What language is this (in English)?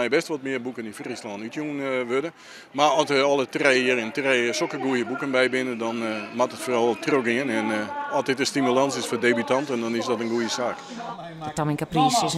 Western Frisian